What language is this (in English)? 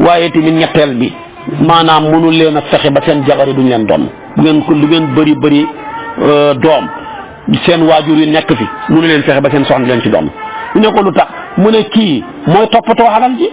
Wolof